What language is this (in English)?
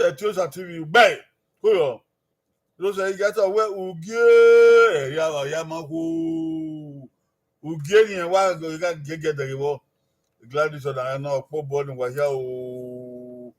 Bini